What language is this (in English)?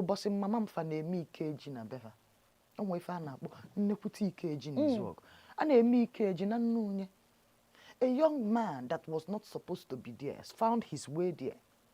Igbo